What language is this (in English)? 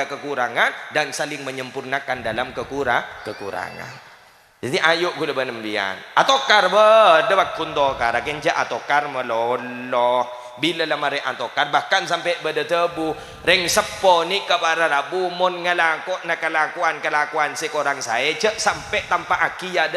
Madurese